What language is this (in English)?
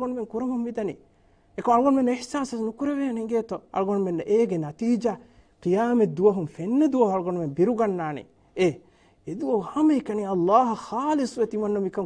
Divehi